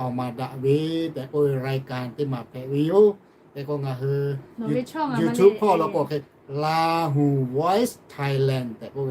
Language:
Lahu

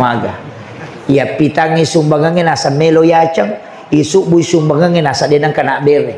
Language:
Buginese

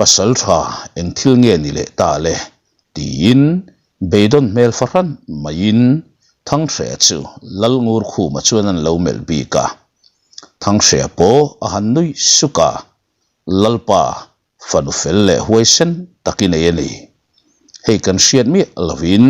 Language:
Mizo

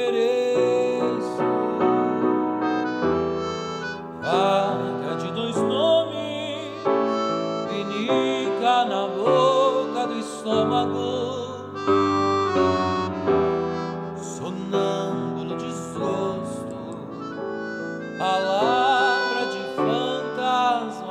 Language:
Portuguese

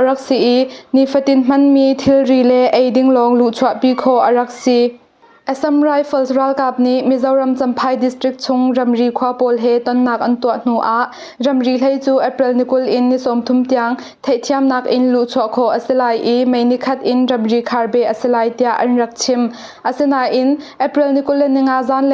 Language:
Hakha Chin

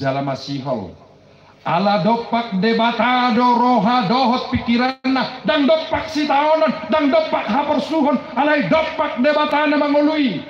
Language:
Batak Toba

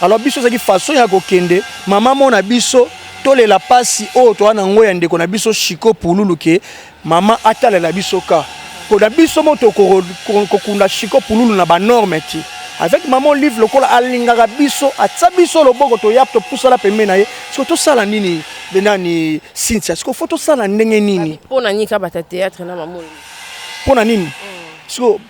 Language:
Lingala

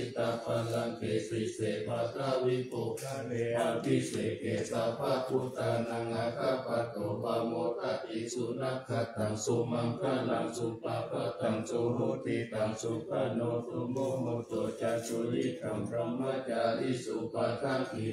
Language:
Pali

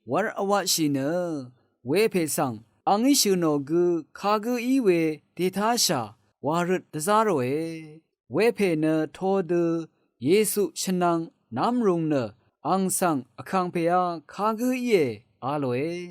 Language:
Rawang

